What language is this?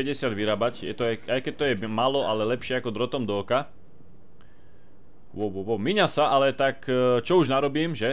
Slovak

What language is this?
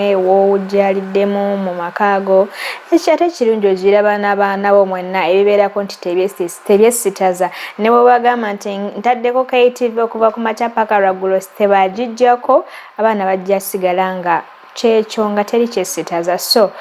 Ganda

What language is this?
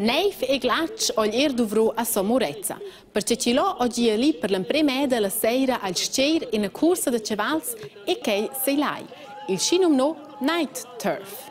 Romansh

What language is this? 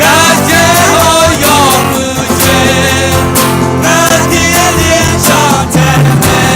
Akha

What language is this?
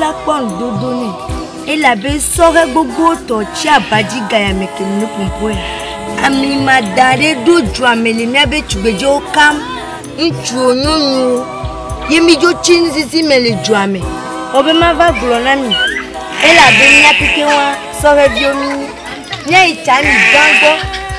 Ewe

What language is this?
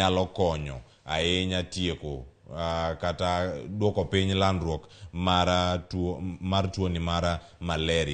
Luo (Kenya and Tanzania)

